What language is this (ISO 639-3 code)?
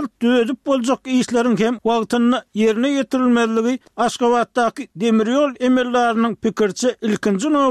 tuk